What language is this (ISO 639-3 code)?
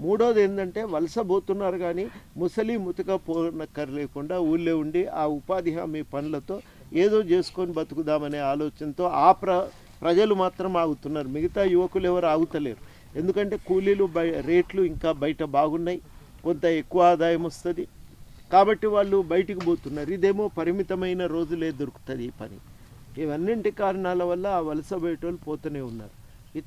tel